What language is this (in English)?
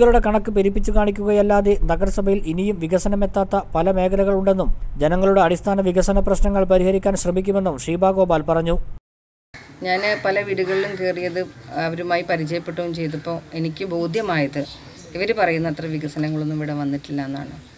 Malayalam